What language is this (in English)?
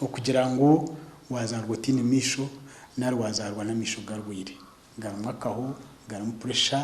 Nyankole